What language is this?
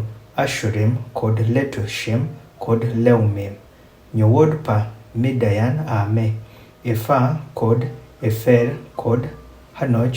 Adhola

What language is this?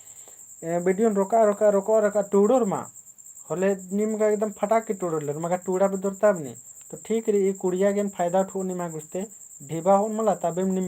Kurukh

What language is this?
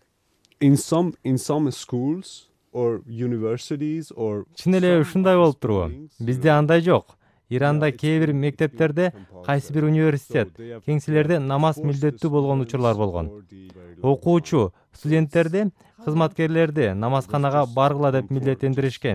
Kyrgyz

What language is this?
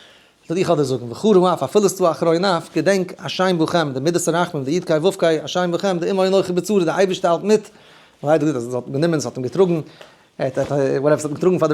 Yiddish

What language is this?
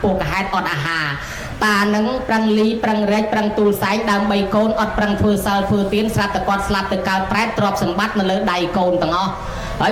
Khmer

